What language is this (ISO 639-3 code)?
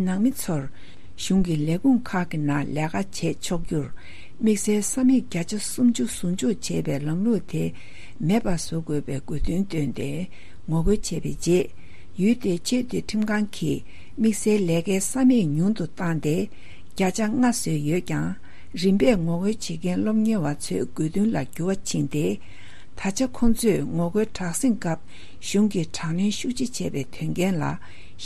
bod